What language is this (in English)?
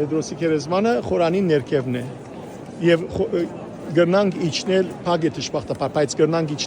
Western Armenian